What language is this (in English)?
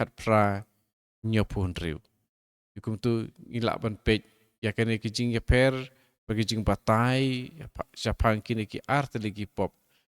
Khasi